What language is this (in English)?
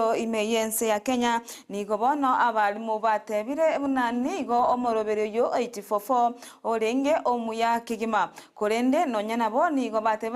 Gusii